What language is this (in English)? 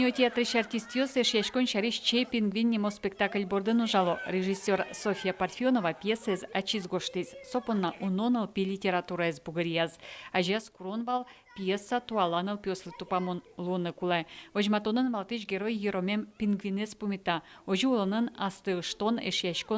Udmurt